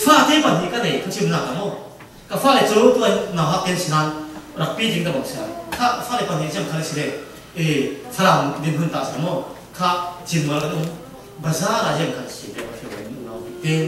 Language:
Falam Chin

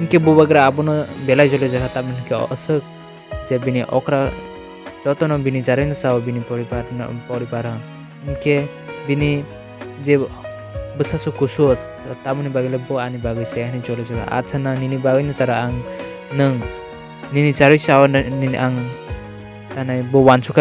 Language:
Kok Borok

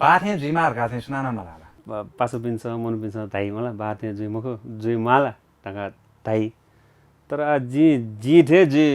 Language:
Newari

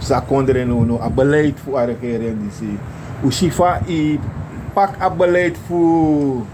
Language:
Sranan Tongo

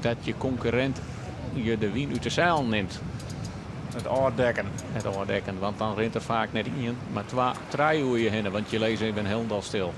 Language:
Western Frisian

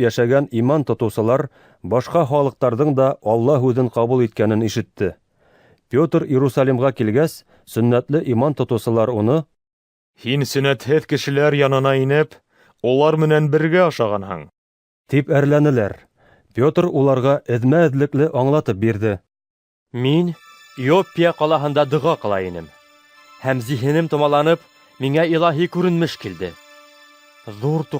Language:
Bashkir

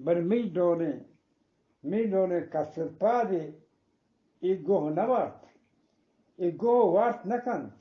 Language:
Eastern Balochi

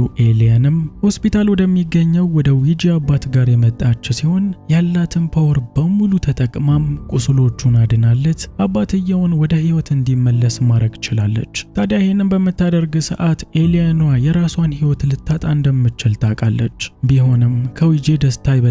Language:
Amharic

